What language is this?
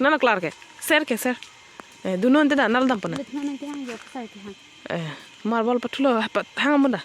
Karbi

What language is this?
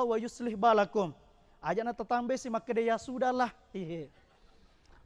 Buginese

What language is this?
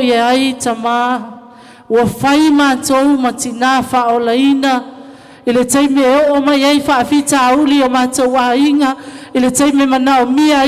Samoan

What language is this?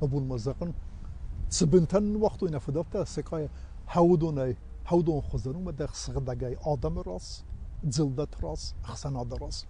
Ossetic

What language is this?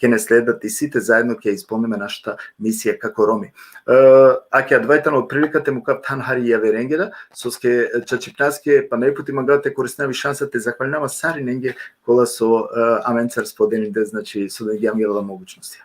Balkan Romani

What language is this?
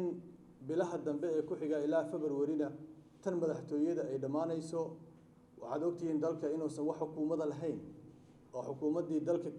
Somali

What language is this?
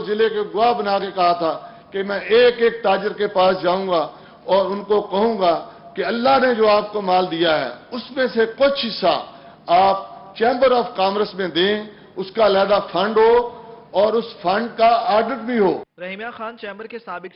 Urdu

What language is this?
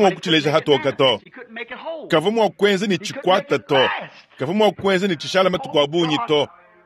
Luba-Lulua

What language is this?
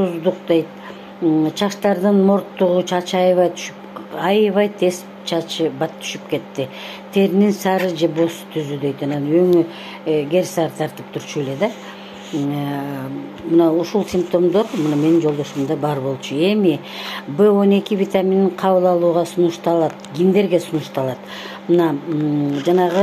Kyrgyz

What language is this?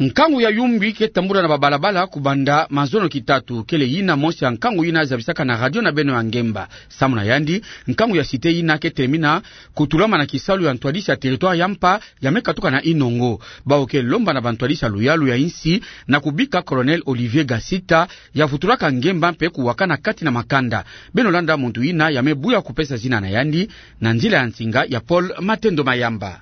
Kituba (Democratic Republic of Congo)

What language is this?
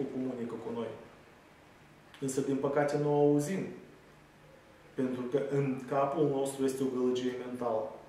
Romanian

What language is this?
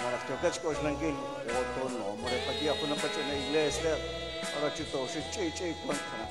Kekchí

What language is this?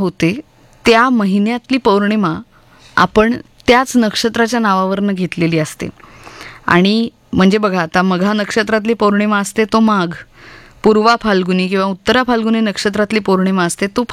Marathi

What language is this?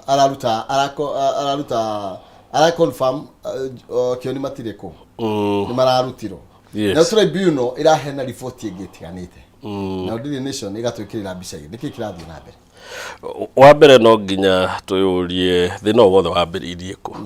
Kikuyu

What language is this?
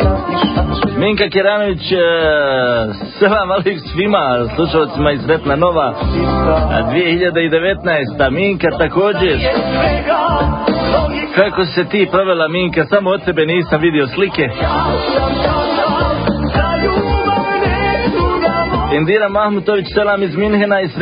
Bosnian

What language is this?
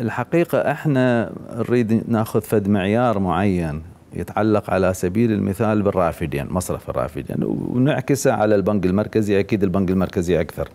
Mesopotamian Arabic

